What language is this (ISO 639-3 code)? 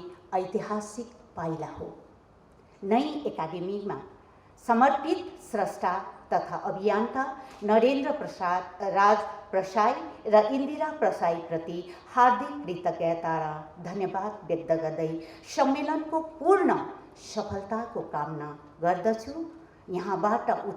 nep